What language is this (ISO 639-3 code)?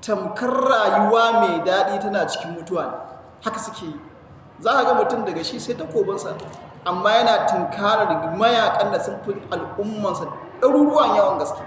hau